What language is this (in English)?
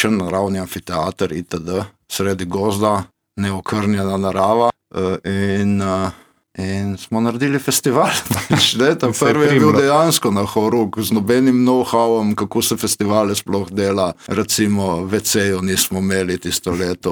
Slovenian